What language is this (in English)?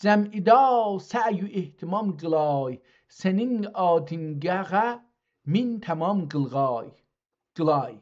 South Azerbaijani